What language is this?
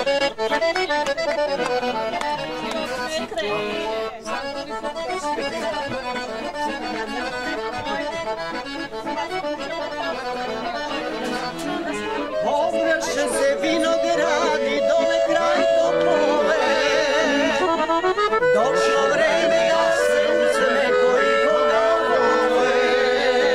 Serbian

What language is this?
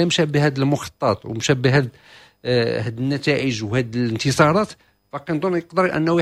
Moroccan Arabic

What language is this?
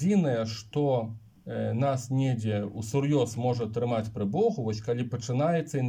Belarusian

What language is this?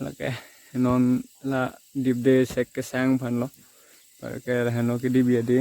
Karbi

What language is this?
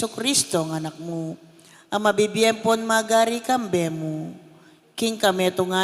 Pampanga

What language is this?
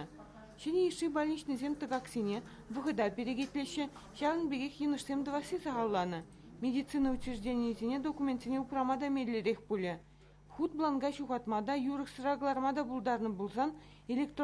Chuvash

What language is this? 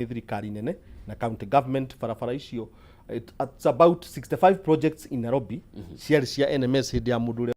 Kikuyu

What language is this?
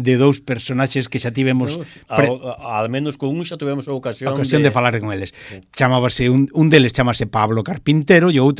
Galician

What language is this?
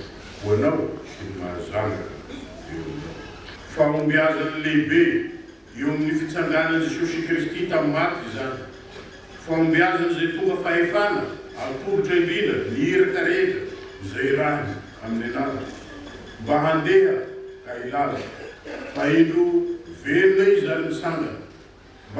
Malagasy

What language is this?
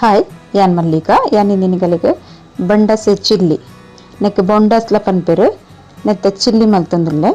Tulu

